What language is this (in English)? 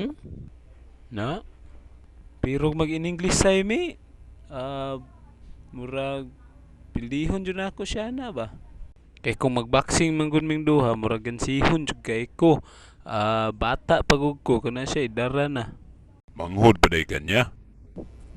Cebuano